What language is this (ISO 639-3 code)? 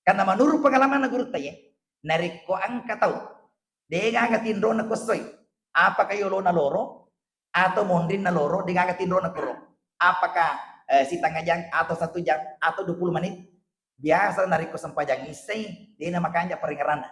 bug